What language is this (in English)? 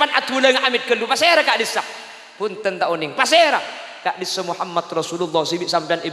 Madurese